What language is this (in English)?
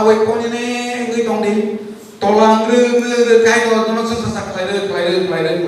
Kok Borok